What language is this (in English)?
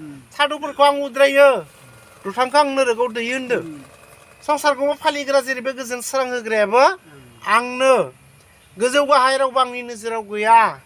Bodo